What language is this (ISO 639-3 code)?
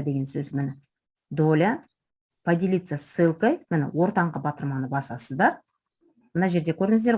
kaz